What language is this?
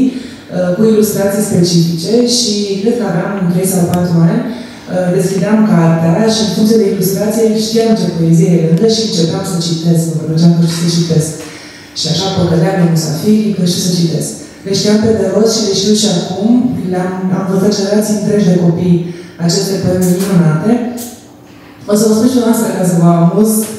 Romanian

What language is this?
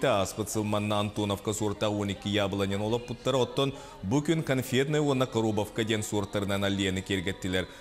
Yakut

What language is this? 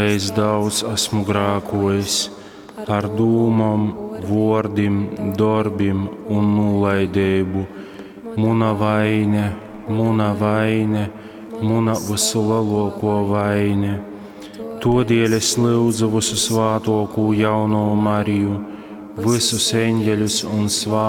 Latgalian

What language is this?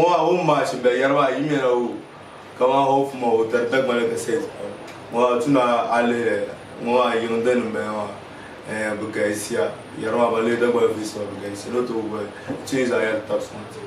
Dagbani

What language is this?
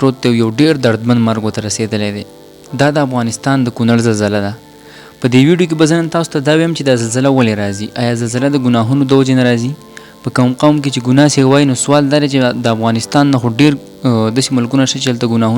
Pashto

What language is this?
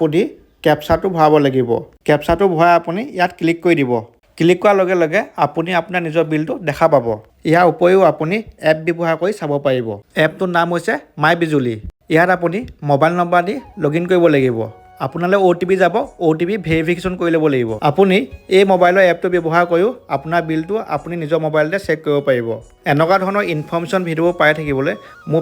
Assamese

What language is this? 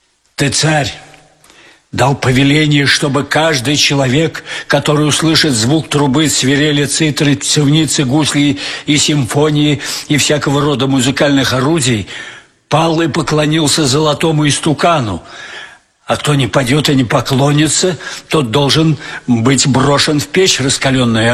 Russian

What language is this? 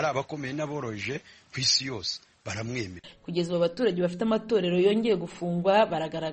Kinyarwanda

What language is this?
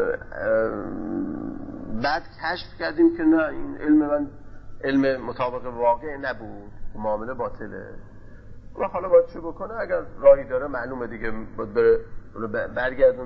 Persian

